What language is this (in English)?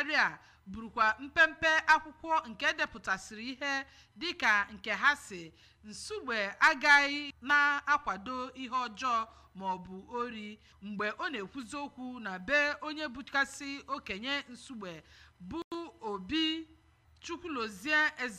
Igbo